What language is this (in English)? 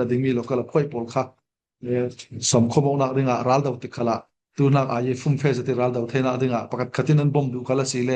Falam Chin